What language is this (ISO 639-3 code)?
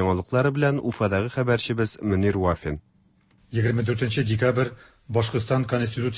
tat